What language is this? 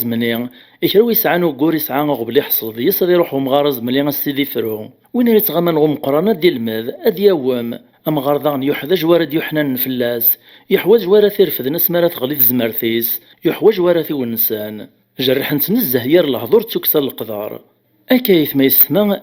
Kabyle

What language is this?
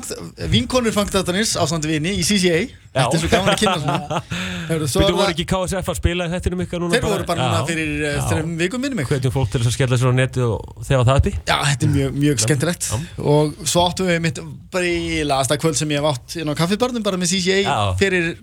Icelandic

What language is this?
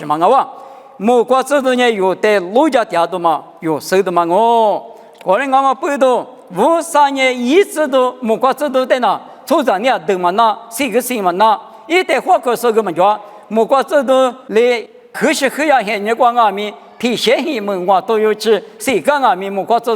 Lisu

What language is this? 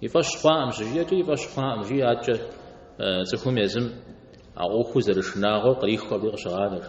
Kabardian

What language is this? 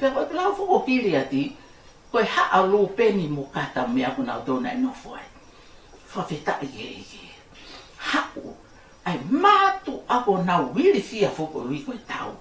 Tongan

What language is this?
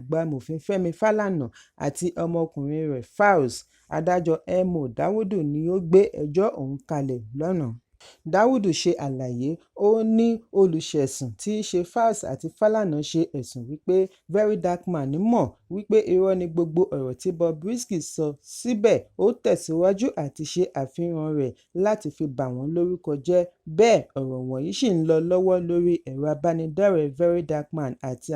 Yoruba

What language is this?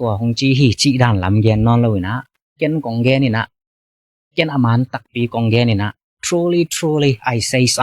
Tedim Chin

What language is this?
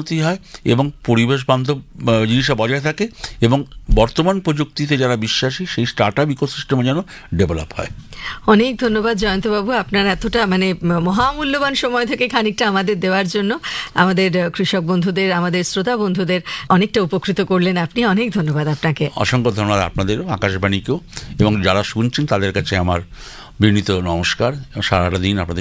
Bangla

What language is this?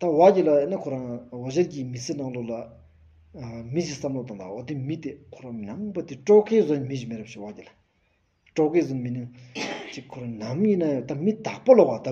Stod Bhoti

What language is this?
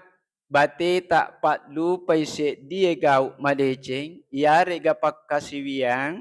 Buginese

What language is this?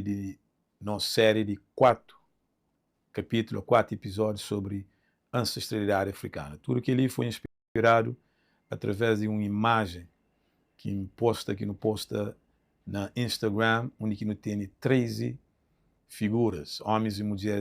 Kabuverdianu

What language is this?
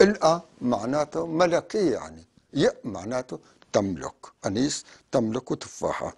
North Levantine Arabic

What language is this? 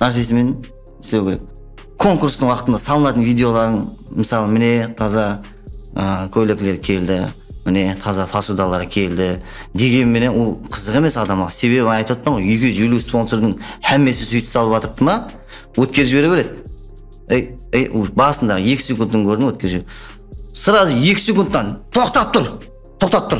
Kara-Kalpak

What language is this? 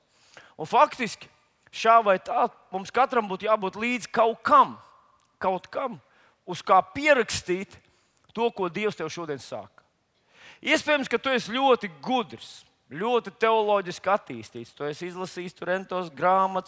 Latvian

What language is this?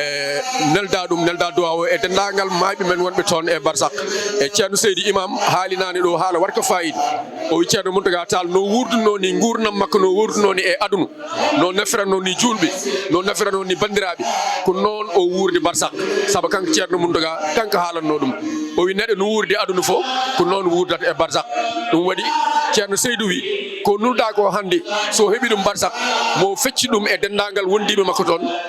Fula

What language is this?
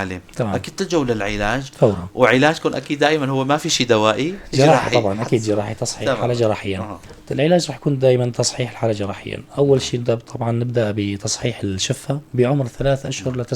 North Levantine Arabic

